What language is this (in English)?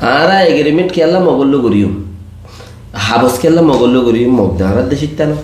Rohingya